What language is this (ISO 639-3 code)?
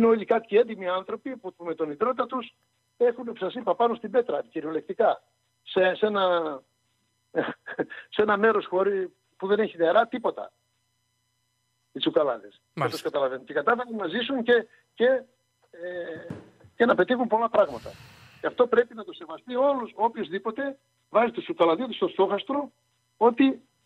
ell